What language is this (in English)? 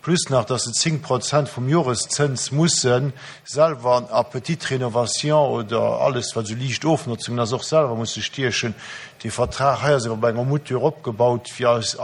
Luxembourgish